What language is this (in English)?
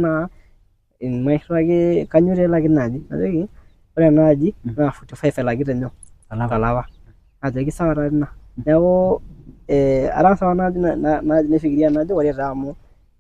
Masai